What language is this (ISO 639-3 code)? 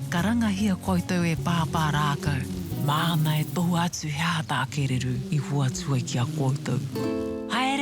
mri